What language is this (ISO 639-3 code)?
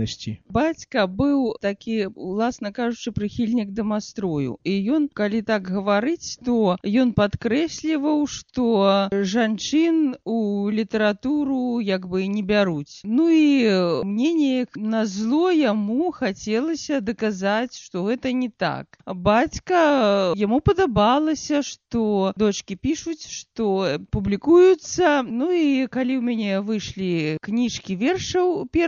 bel